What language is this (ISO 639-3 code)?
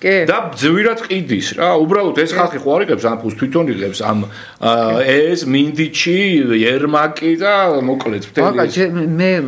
kat